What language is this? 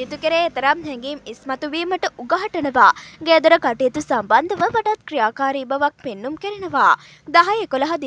Sinhala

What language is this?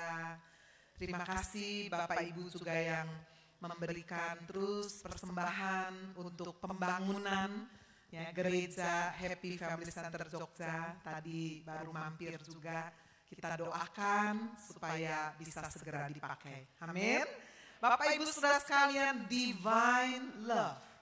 Indonesian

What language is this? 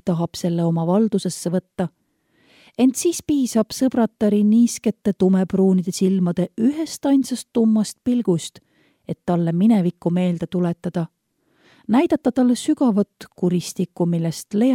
Estonian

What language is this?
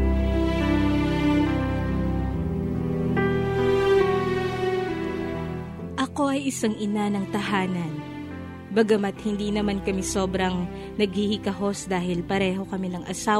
Filipino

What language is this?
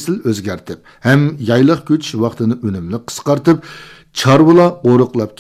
Uyghur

